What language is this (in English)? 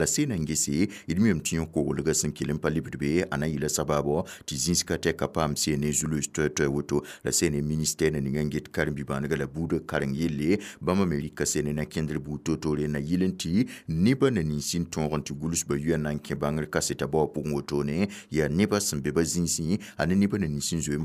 Mossi